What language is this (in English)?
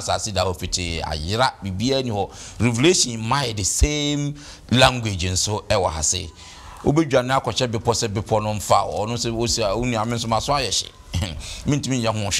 Akan